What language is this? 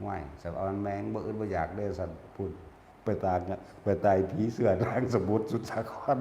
Northeastern Thai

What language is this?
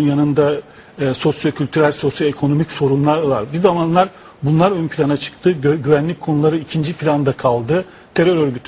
Turkish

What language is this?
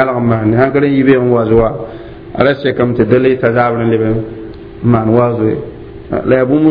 Mossi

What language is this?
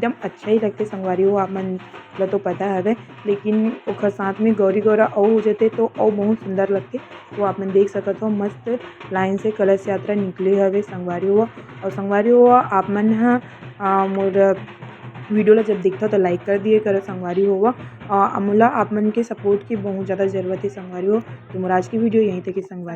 Chhattisgarhi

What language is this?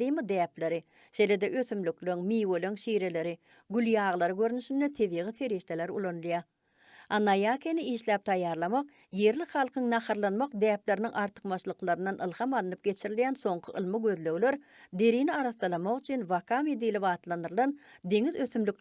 Turkmen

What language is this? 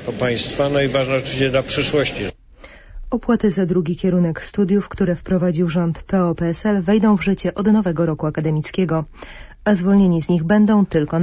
Polish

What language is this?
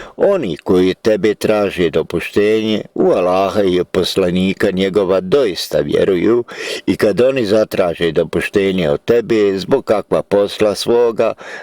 Bosnian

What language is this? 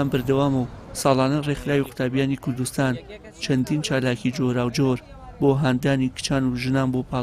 Central Kurdish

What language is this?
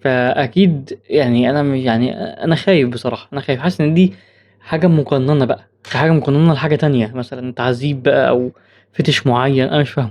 Egyptian Arabic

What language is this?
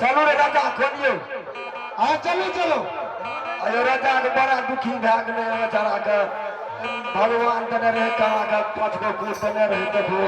Maithili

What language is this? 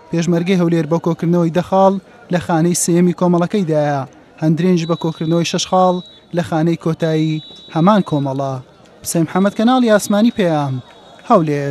Central Kurdish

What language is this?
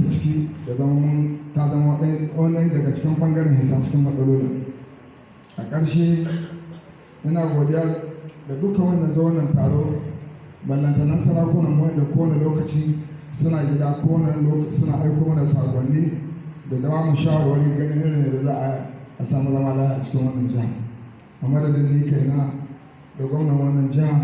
Hausa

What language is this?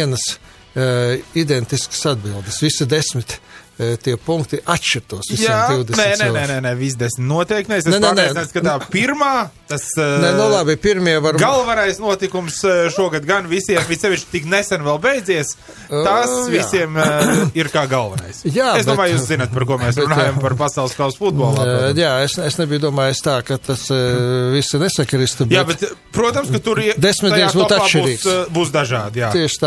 Latvian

